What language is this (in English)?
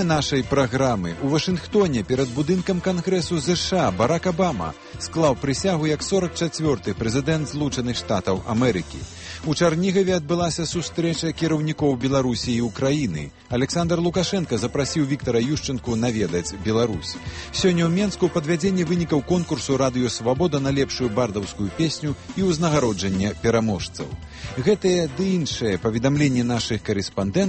Belarusian